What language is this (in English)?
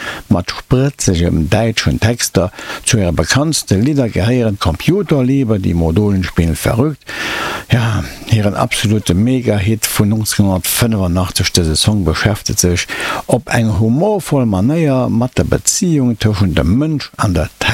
Luxembourgish